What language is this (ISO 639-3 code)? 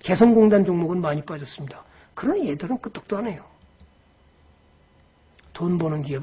kor